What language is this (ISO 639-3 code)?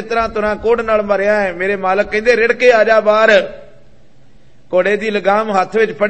pan